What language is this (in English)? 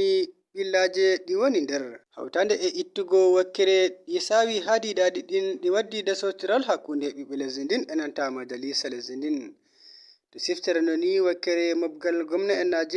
Nigerian Fulfulde